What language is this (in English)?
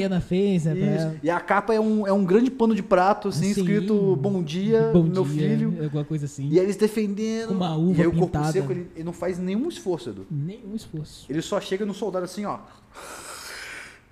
Portuguese